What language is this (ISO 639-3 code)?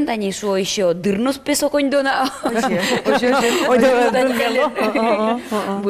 udm